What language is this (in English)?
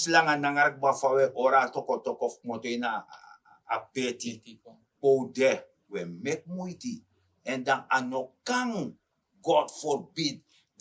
Sranan Tongo